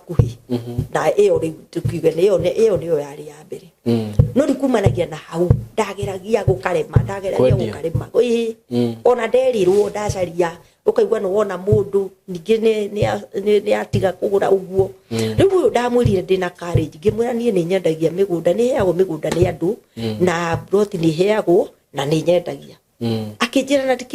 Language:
Kikuyu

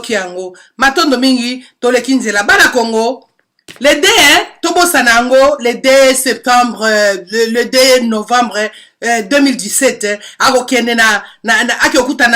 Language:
Lingala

